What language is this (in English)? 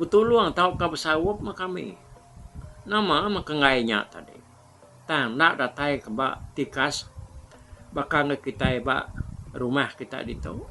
Iban